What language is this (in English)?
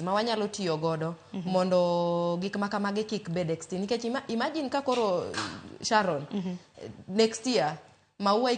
Luo (Kenya and Tanzania)